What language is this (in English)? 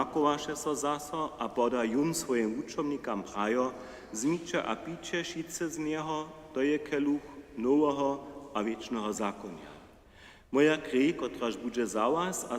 Upper Sorbian